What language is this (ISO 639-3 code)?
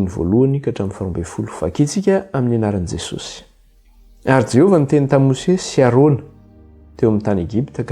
mlg